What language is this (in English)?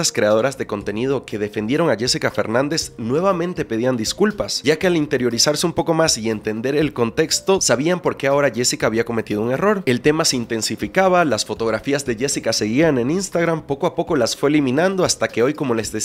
Spanish